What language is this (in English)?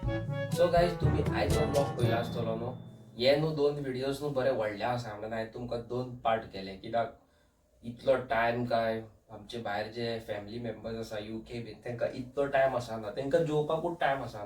Konkani